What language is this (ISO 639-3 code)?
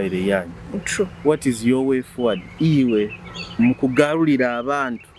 nyo